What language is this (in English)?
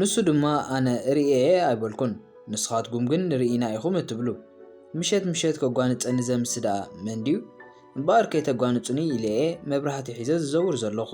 Tigrinya